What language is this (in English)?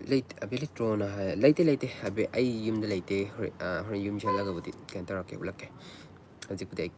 Manipuri